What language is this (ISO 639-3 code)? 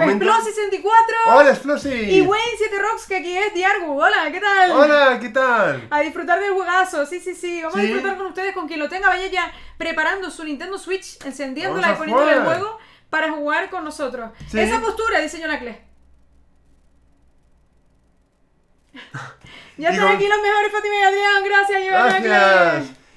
spa